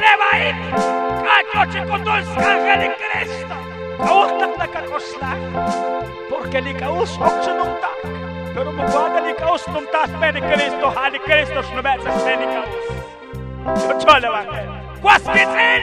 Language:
Kekchí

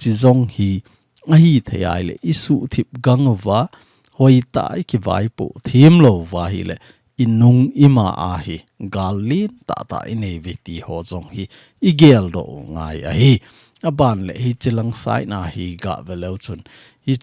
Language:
Thado Chin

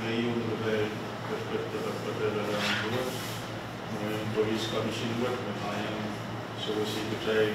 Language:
Pohnpeian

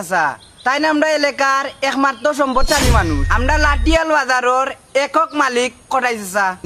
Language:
Sylheti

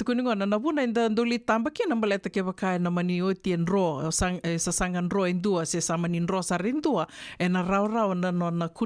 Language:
Fijian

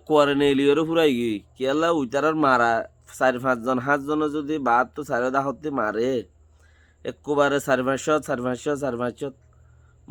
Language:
Rohingya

